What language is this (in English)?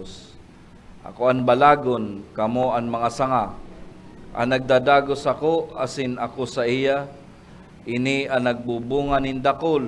Bikol